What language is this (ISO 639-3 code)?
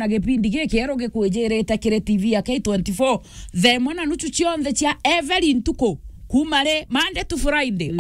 mer